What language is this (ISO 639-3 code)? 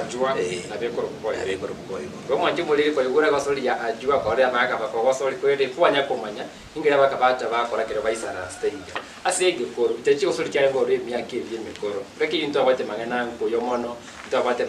guz